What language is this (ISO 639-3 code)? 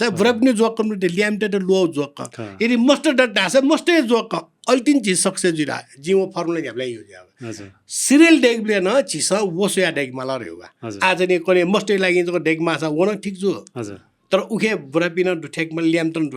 new